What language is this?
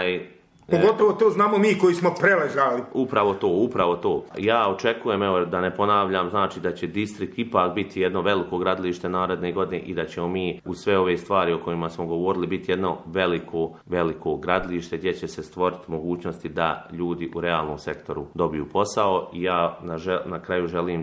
Croatian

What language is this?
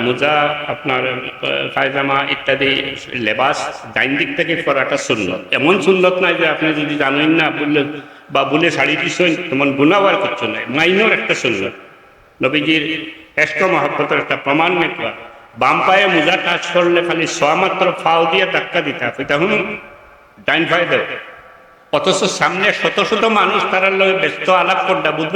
Sylheti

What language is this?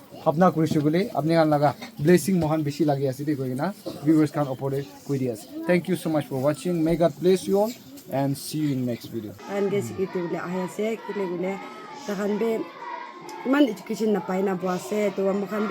Naga Pidgin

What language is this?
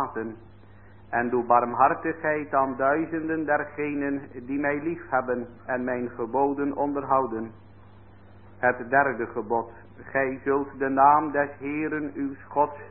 Dutch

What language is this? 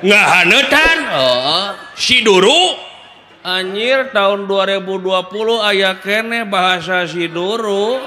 Sundanese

